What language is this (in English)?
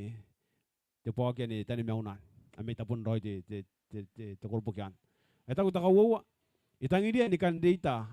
Gilbertese